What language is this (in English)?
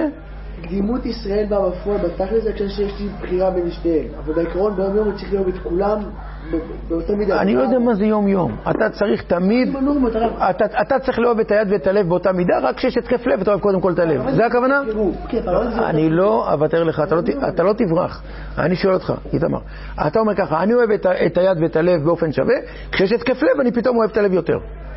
Hebrew